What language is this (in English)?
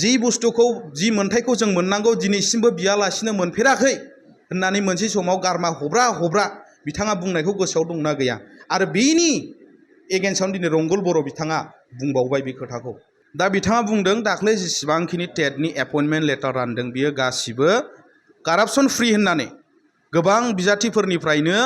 Bodo